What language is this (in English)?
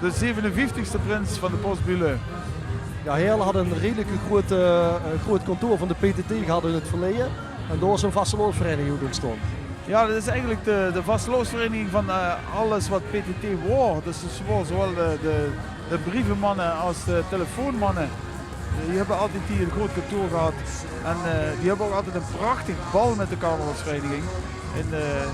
Limburgish